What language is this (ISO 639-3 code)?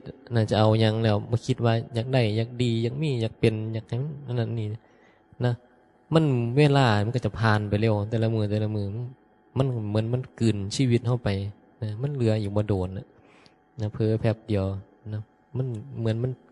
tts